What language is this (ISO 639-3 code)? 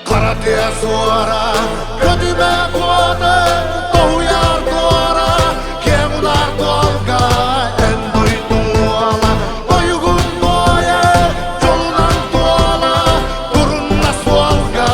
sah